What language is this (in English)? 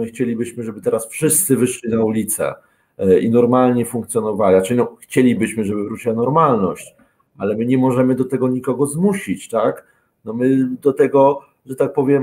Polish